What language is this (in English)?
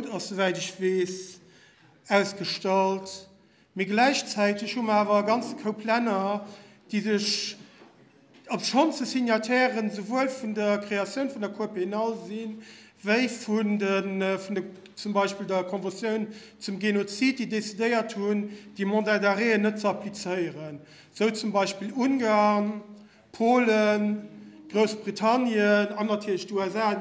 Luxembourgish